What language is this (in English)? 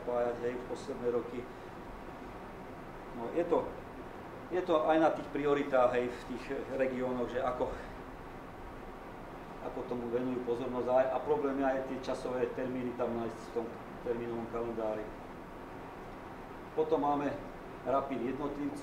Slovak